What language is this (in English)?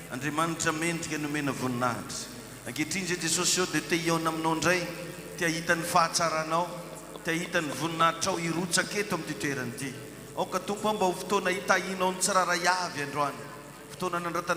Malagasy